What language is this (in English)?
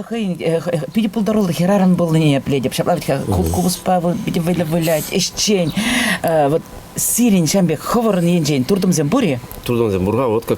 Chuvash